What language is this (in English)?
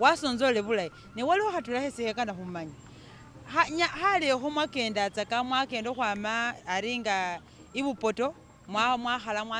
Masaaba